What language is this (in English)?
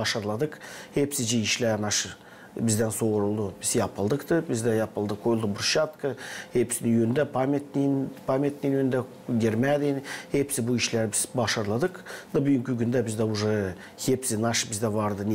Gagauz